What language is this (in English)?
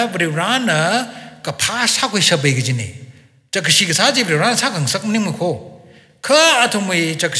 Tangkhul Naga (India)